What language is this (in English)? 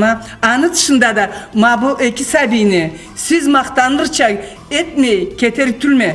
Karachay-Balkar